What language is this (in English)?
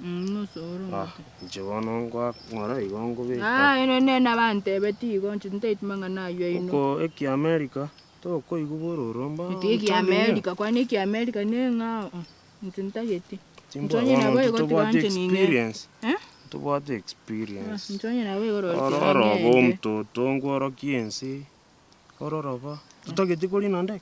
Gusii